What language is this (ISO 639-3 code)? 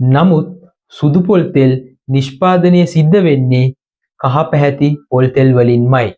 sin